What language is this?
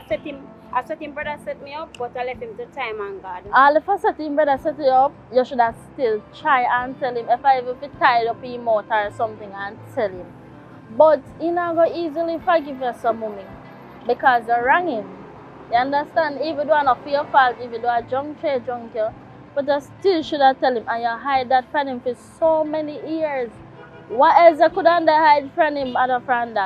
Jamaican Creole English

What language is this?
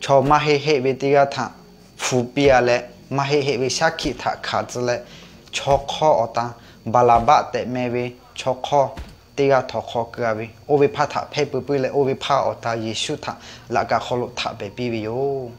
Lahu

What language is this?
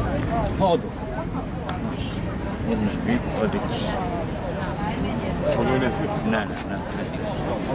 Croatian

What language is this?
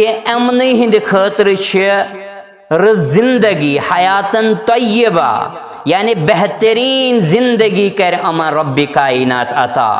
Kashmiri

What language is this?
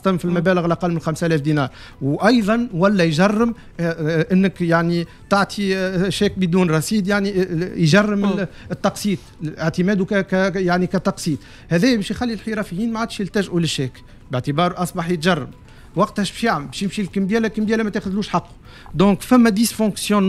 Tunisian Arabic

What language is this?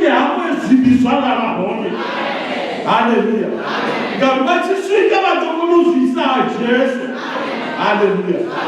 Venda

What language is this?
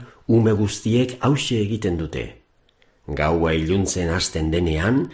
Basque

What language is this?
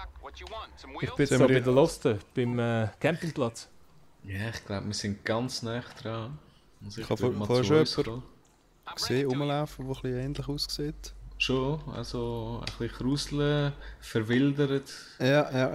Swiss German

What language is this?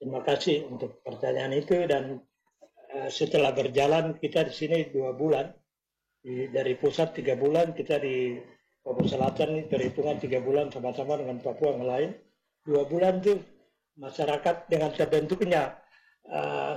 Indonesian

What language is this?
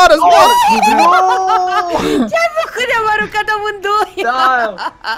Romanian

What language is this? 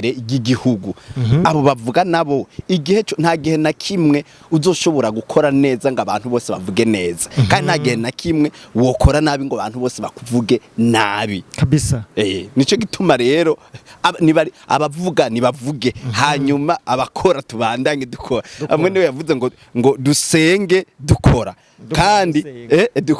Rundi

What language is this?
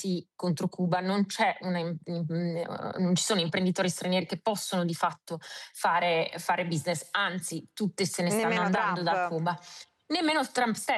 Italian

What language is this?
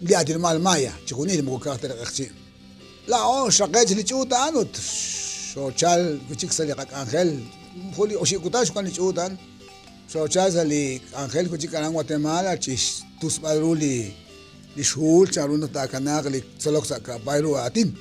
Kekchí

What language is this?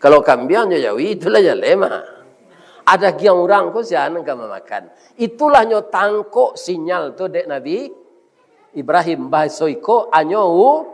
Minangkabau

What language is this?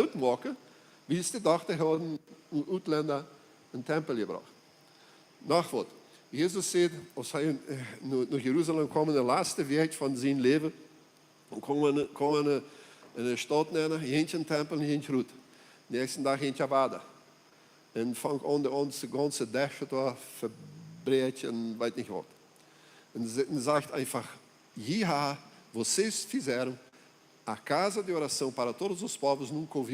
Plautdietsch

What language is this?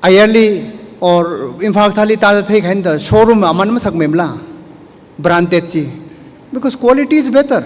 Tangkhul Naga (India)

